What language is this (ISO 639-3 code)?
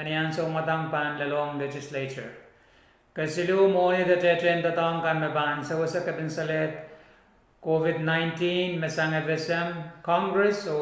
pon